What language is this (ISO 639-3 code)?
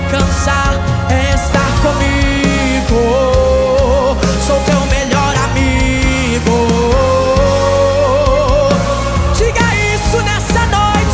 por